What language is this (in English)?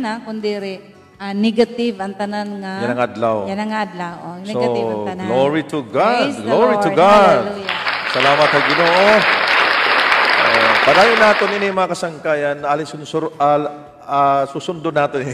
Waray